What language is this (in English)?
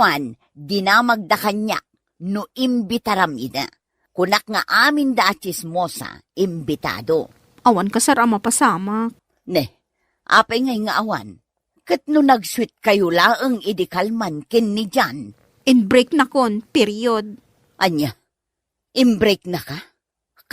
Iloko